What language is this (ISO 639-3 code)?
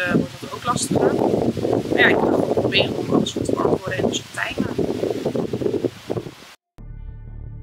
nld